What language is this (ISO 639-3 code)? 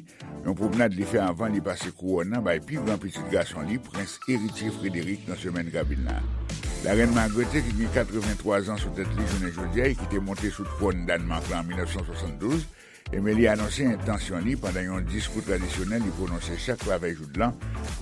hat